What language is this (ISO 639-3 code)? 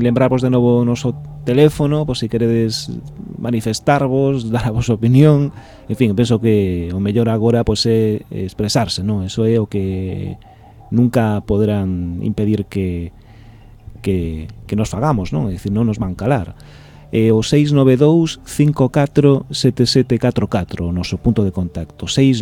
glg